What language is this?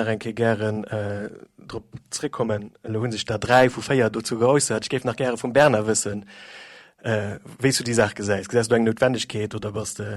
Luxembourgish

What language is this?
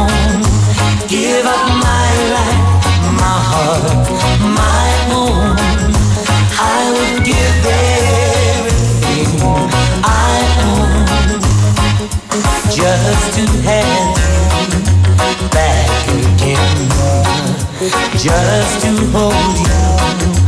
English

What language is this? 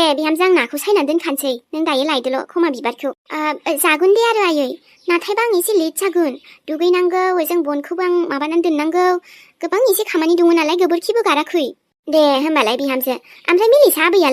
Bodo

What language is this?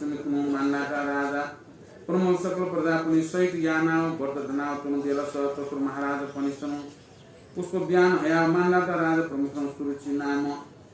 Newari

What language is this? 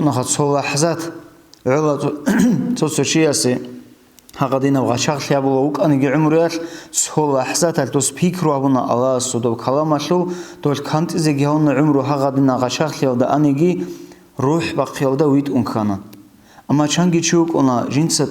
Avaric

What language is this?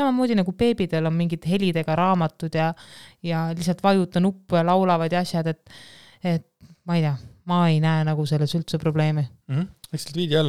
Estonian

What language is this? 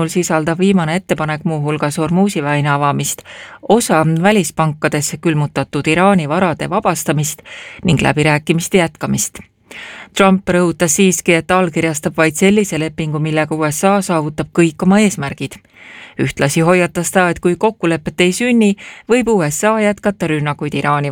Estonian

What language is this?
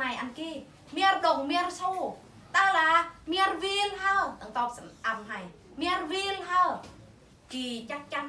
Eastern Bru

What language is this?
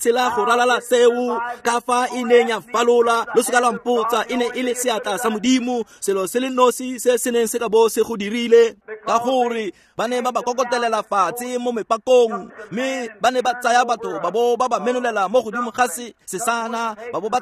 Tswana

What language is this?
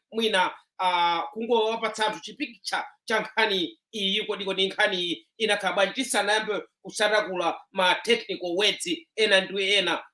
Nyanja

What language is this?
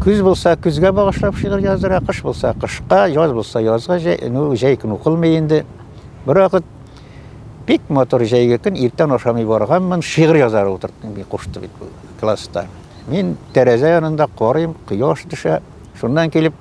Bashkir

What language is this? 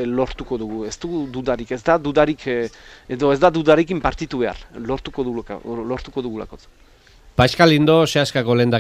Basque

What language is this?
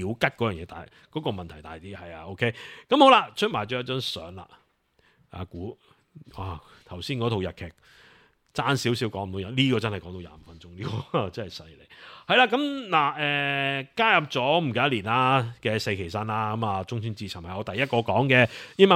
Cantonese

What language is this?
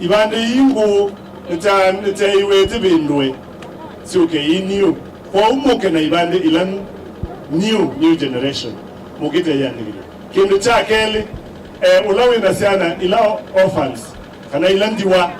Kamba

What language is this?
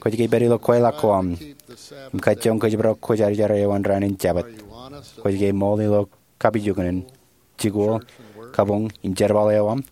Marshallese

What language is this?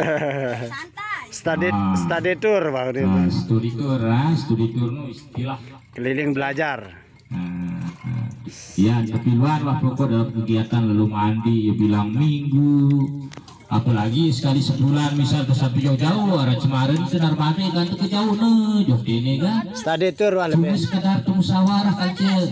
Sasak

